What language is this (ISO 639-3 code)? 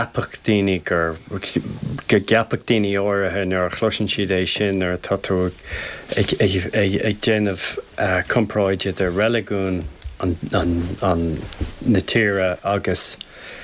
gle